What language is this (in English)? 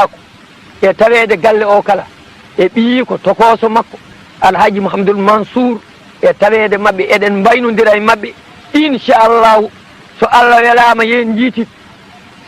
Fula